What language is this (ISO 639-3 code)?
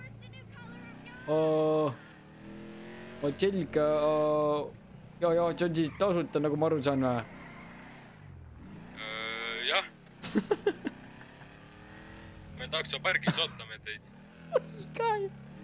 est